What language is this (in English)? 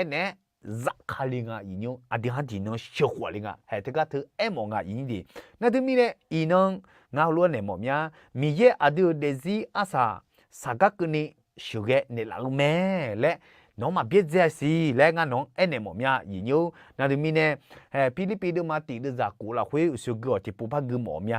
Akha